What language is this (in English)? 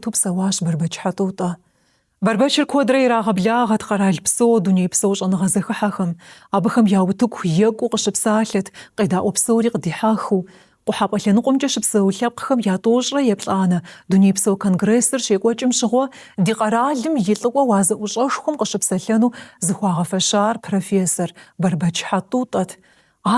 Kabardian